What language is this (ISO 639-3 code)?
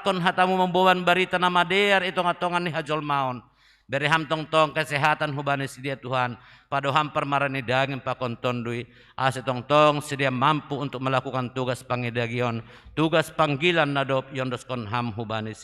bts